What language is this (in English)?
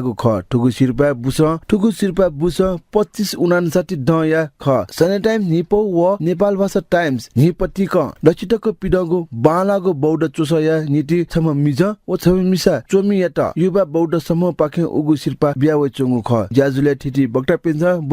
Newari